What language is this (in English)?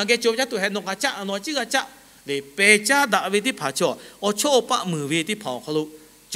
Lahu